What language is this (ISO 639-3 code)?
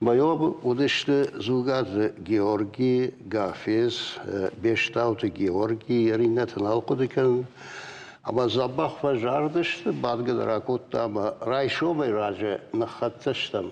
oss